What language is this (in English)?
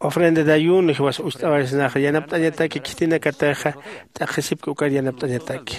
Aymara